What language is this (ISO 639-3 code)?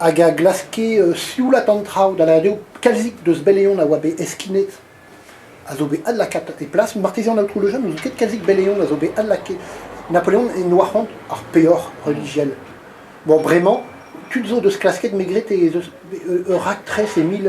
bre